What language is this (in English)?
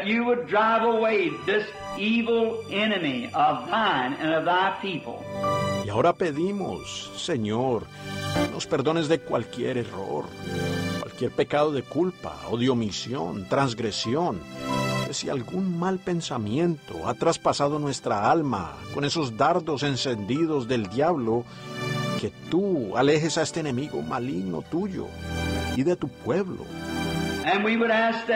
Spanish